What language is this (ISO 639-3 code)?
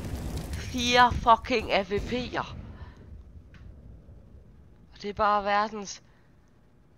dan